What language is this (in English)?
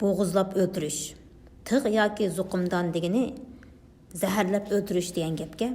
Uyghur